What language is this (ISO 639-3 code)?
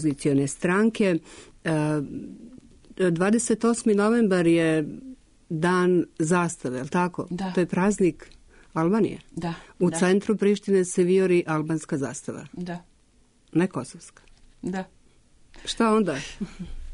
srp